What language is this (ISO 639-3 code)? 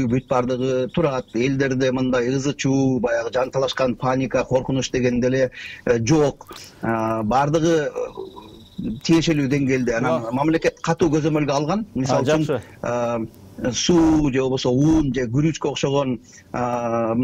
kir